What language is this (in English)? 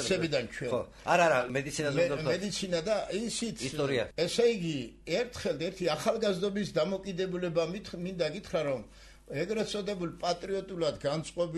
Georgian